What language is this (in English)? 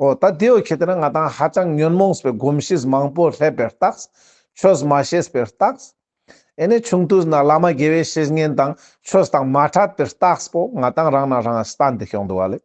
Ladakhi